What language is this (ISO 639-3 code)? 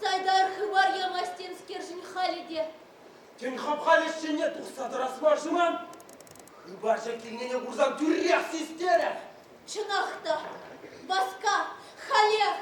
chv